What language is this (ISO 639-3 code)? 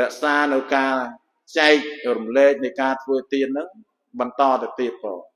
khm